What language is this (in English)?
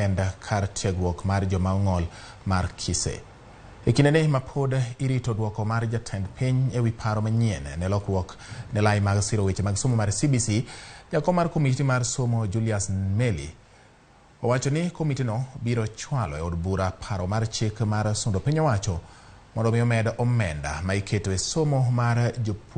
Luo (Kenya and Tanzania)